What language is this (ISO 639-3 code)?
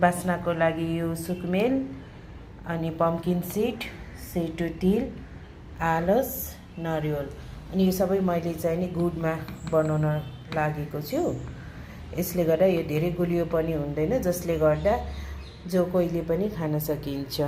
nep